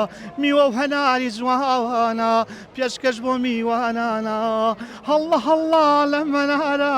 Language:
Central Kurdish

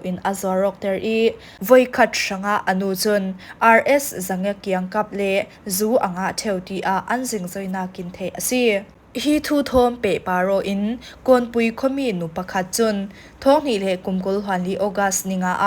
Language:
Falam Chin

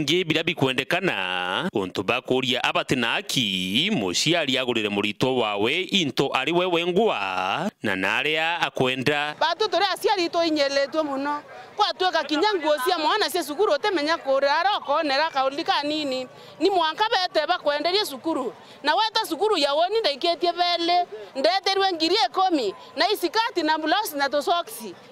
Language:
Meru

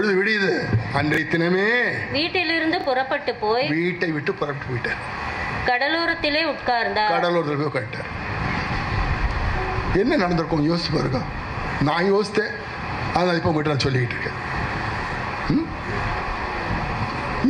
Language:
Tamil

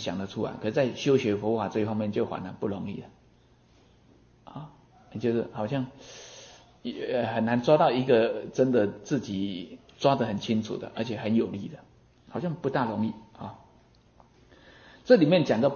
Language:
Chinese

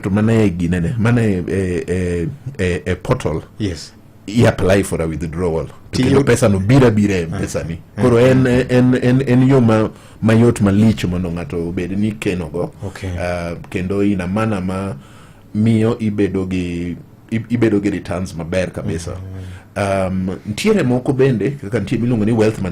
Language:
Luo (Kenya and Tanzania)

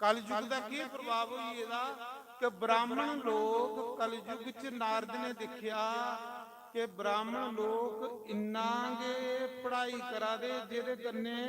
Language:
Dogri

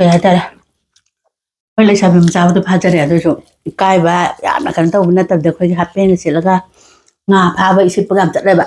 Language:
Manipuri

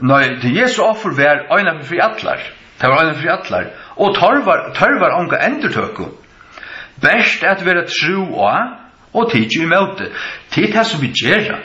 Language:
Faroese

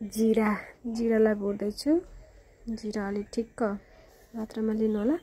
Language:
Nepali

